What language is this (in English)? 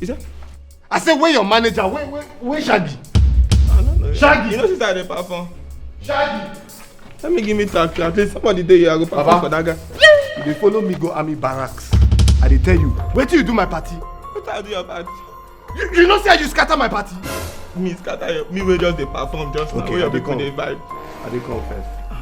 Nigerian Pidgin